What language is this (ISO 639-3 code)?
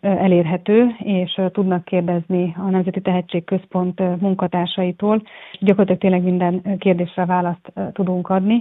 hun